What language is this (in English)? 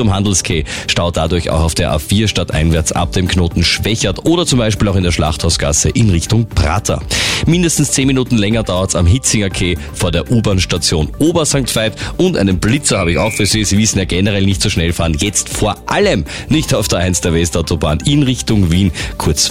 German